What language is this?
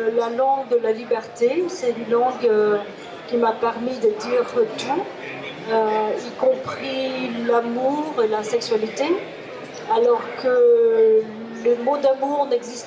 French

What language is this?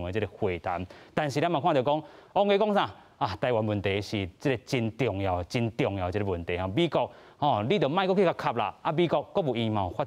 Min Nan Chinese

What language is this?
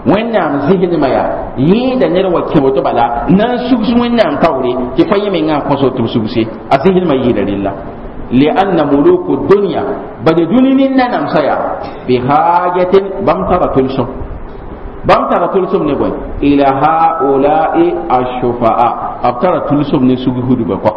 Mossi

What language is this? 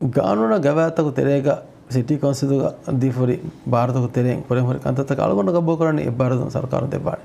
Divehi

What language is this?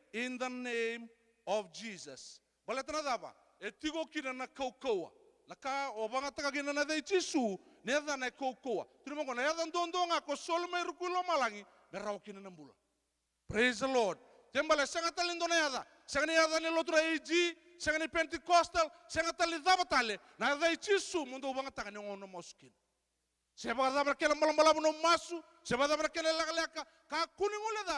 Fijian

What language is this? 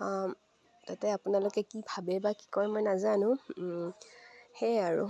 Assamese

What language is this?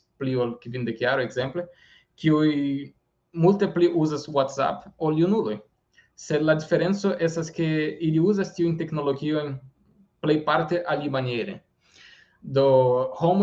Esperanto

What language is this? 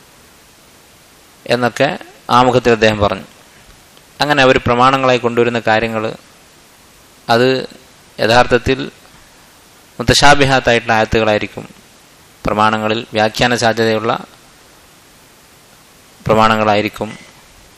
Malayalam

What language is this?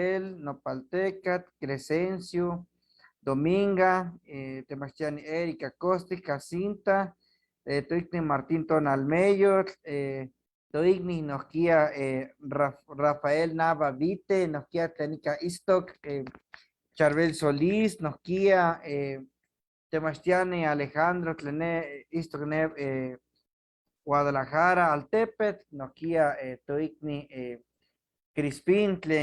Eastern Huasteca Nahuatl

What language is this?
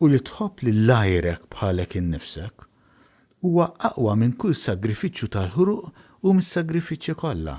Maltese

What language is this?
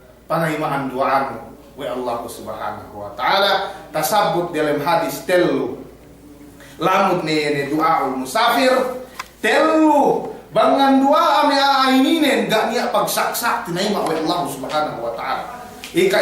Yakan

